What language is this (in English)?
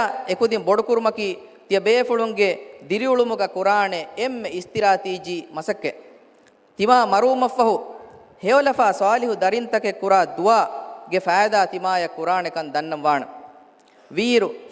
Divehi